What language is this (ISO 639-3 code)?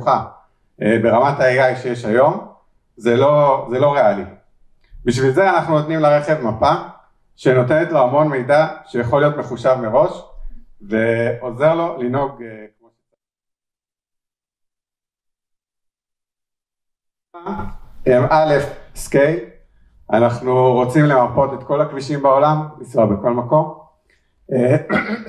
heb